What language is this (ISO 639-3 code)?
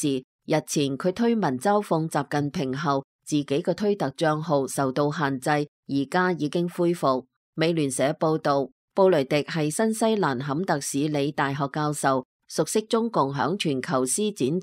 yue